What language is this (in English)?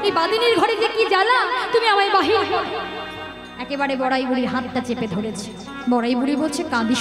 Bangla